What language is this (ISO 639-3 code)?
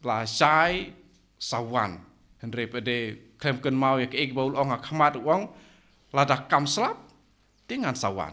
kha